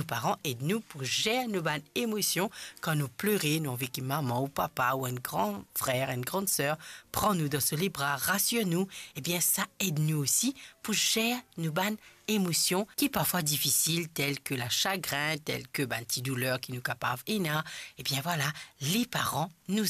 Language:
Morisyen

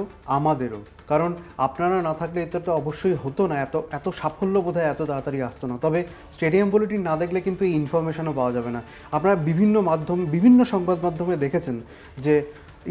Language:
Bangla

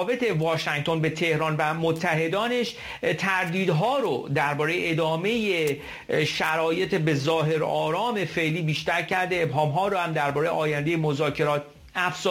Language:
Persian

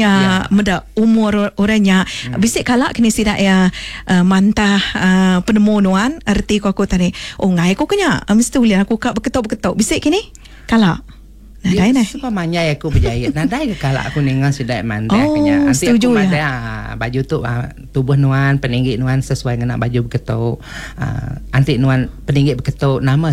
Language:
Iban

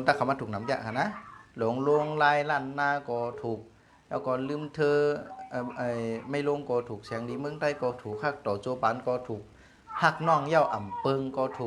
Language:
Shan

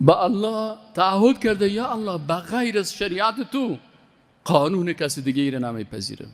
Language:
Persian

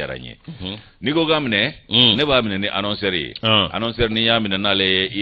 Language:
Bambara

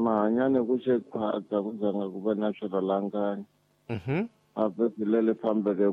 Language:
Tsonga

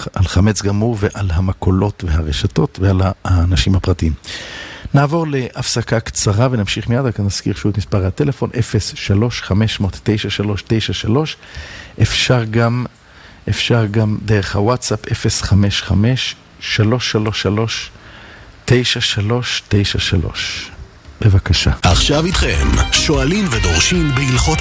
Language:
Hebrew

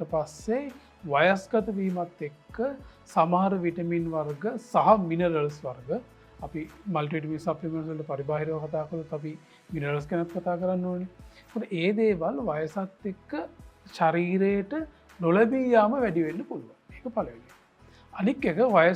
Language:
Sinhala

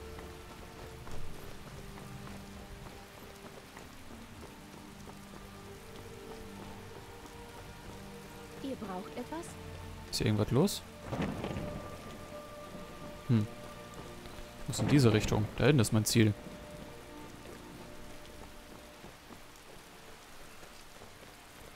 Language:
German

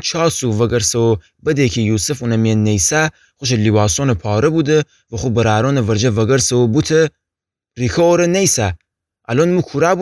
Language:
Gilaki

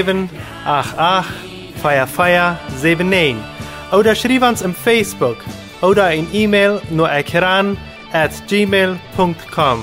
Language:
Plautdietsch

